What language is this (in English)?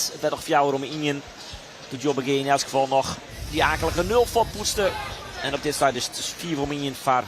Western Frisian